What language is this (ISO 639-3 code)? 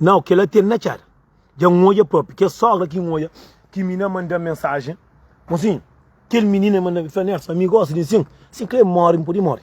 kea